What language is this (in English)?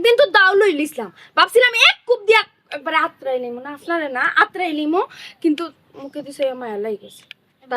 Sylheti